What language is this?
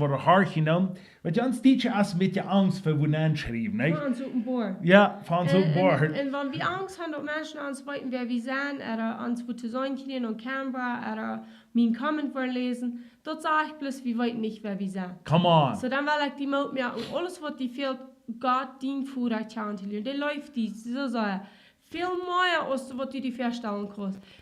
Plautdietsch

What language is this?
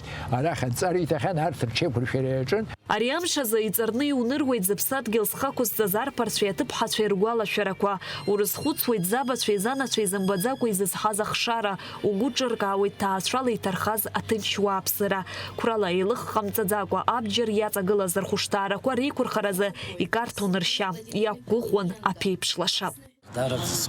Abkhazian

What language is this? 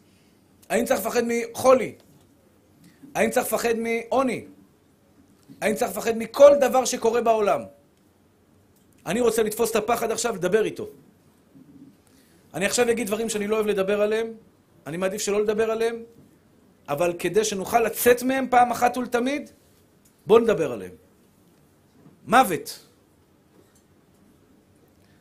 Hebrew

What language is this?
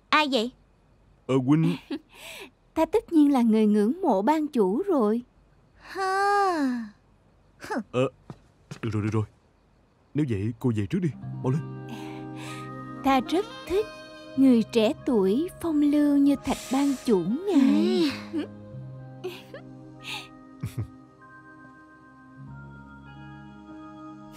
Vietnamese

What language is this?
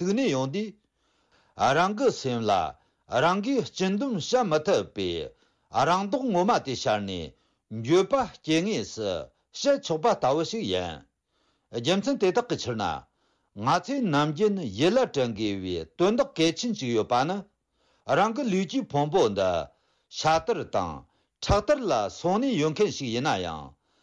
Tibetan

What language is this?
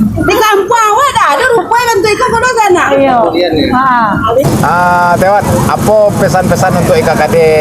Minangkabau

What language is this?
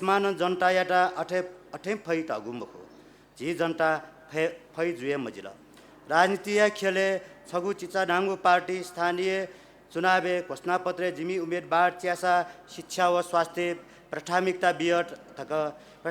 Newari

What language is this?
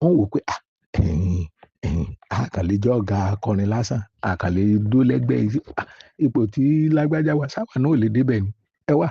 Yoruba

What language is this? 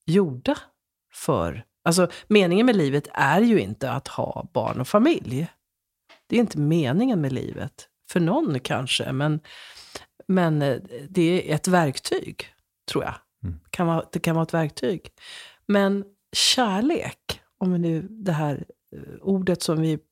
Swedish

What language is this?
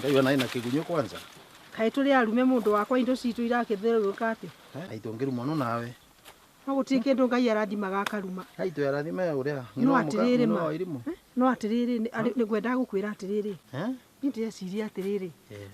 Kikuyu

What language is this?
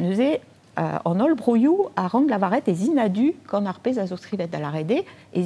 Breton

